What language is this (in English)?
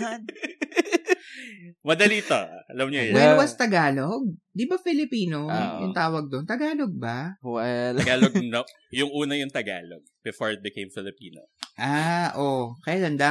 Filipino